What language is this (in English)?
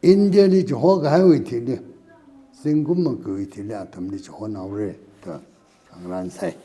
Tangkhul Naga (India)